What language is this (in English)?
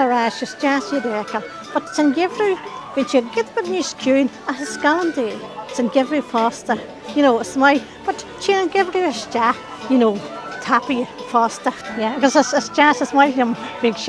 Irish